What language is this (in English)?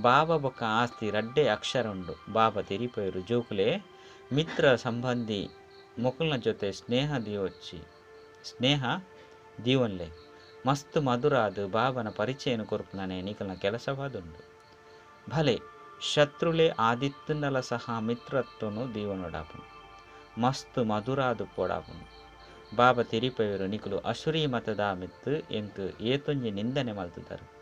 Tulu